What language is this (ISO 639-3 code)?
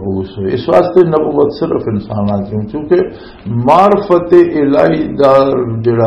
lah